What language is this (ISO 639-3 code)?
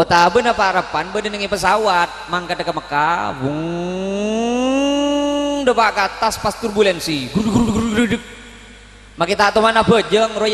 mad